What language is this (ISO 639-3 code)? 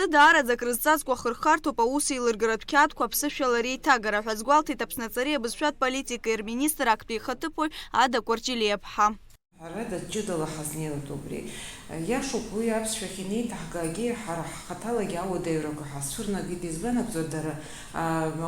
abk